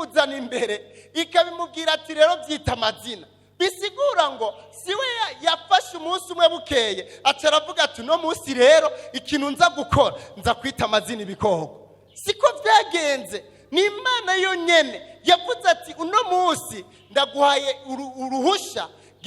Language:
Rundi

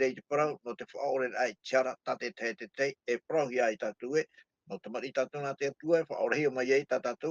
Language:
Tahitian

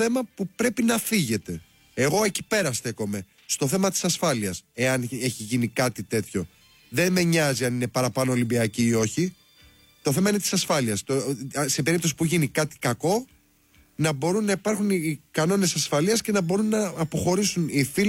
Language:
Greek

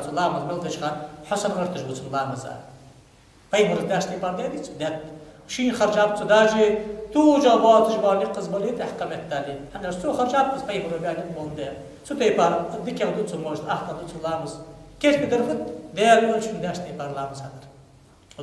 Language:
Ingush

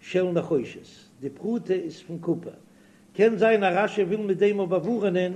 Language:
Yiddish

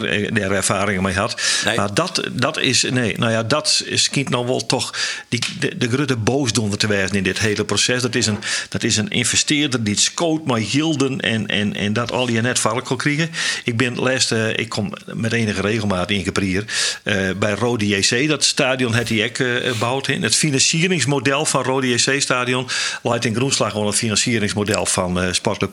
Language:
Western Frisian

